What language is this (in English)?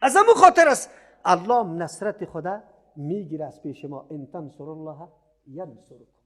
Persian